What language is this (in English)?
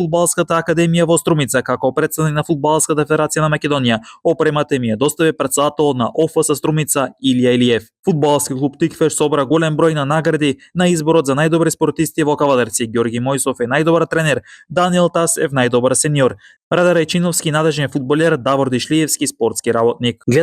Macedonian